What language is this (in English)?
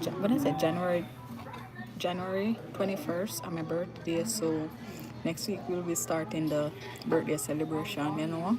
Jamaican Creole English